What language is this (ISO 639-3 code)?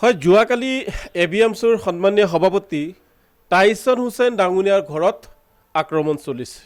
asm